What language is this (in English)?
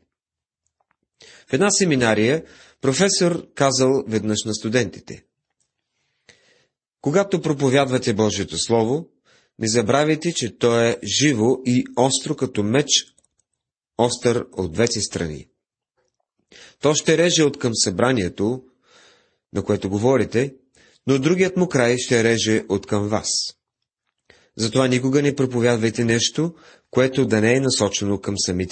Bulgarian